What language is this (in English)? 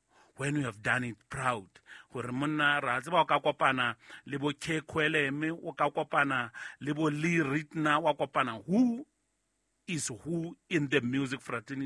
Southern Sotho